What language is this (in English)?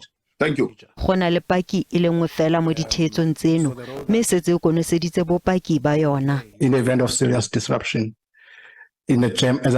Tswana